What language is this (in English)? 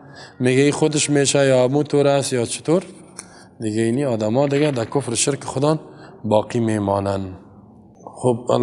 Persian